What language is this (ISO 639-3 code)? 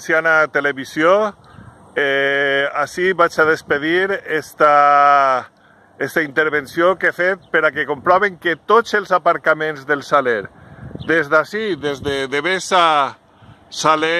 cat